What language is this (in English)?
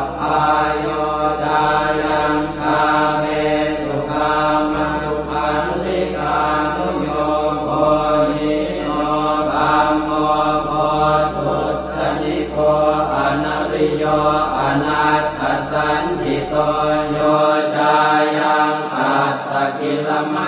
Pali